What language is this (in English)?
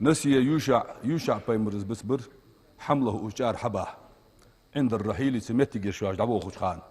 Ingush